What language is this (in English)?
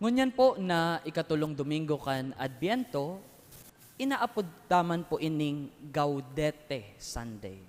Bikol